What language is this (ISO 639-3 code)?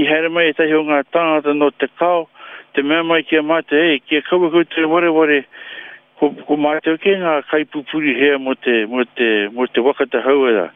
mri